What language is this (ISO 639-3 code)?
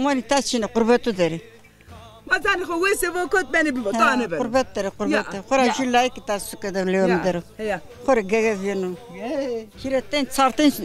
zza